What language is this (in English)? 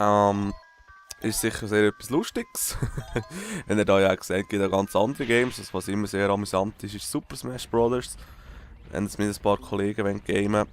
Swiss German